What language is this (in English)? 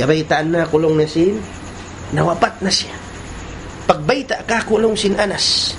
Tausug